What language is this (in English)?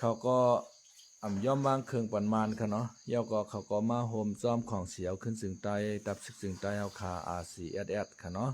Shan